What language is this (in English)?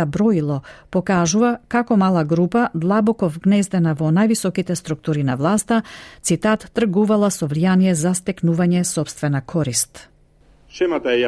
Macedonian